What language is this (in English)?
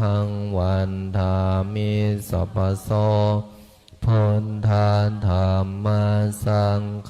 Pali